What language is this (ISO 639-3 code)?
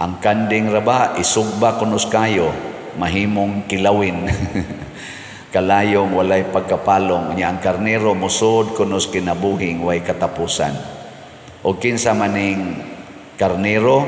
ceb